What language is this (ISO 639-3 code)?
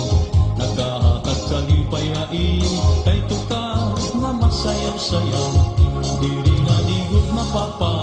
war